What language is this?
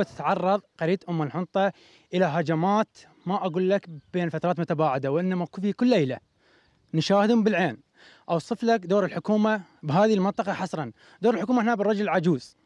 Mesopotamian Arabic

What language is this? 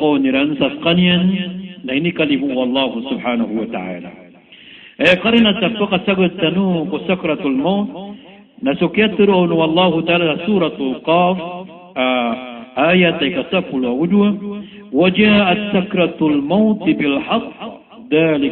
Maranao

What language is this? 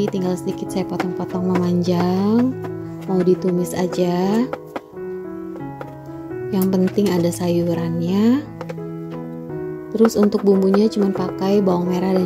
Indonesian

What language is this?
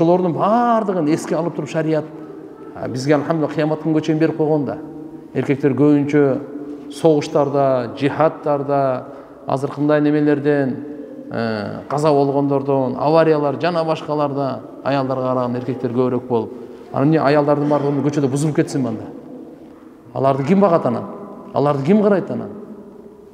Kyrgyz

